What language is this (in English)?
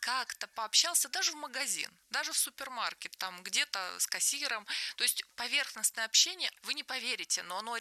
Russian